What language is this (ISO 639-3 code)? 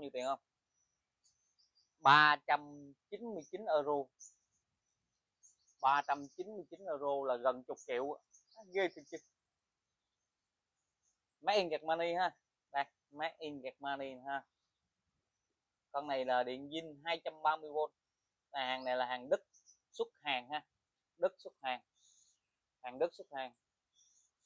vie